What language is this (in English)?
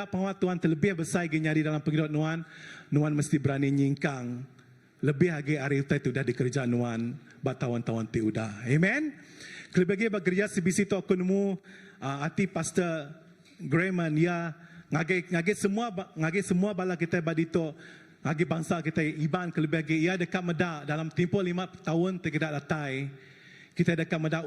Iban